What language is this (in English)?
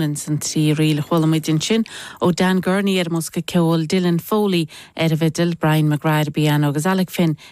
Irish